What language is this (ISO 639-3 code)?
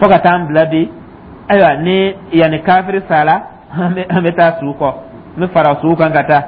dyu